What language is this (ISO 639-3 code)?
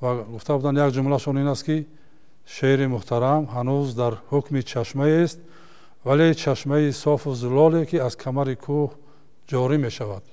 tgk